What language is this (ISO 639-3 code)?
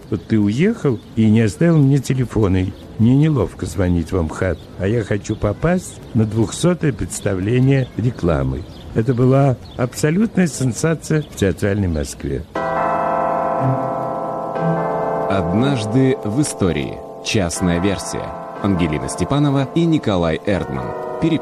rus